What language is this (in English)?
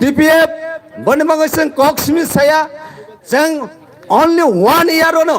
Kok Borok